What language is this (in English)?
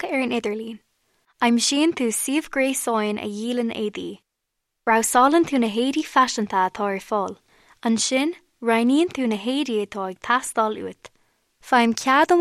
Irish